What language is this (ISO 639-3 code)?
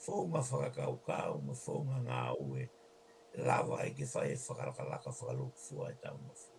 ton